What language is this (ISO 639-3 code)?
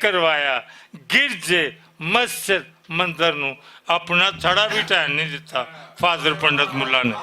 lah